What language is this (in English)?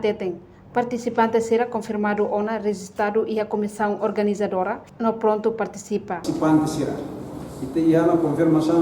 Tetum